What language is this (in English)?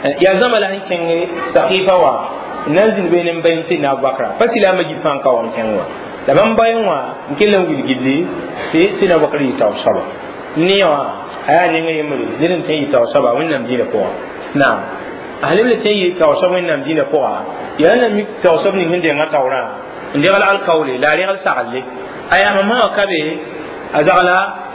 Mossi